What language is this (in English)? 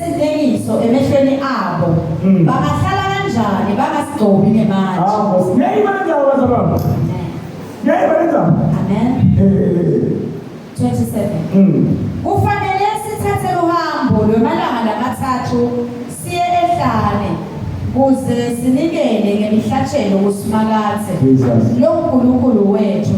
Zulu